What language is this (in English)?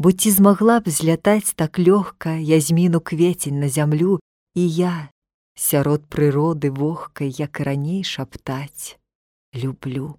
Belarusian